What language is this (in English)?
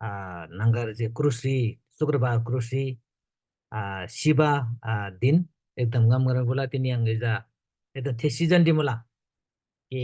Eastern Tamang